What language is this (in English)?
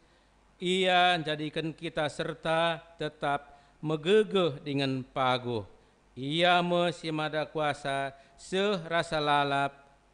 Batak Karo